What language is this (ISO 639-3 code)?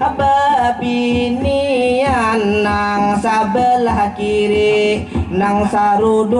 bjn